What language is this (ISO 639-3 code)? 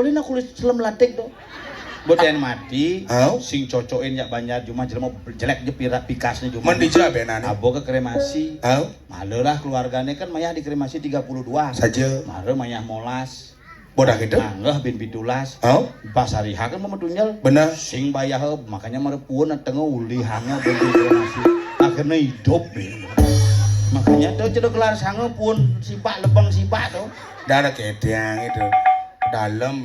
ban